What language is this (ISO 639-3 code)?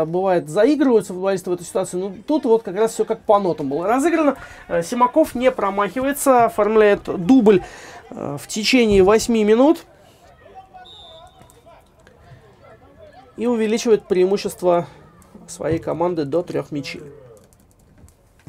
rus